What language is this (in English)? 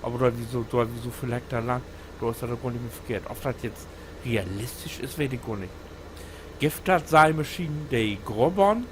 Low German